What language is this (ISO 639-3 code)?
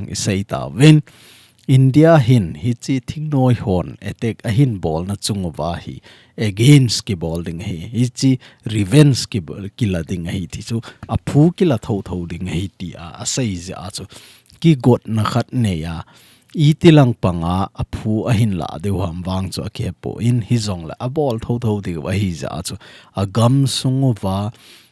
tcz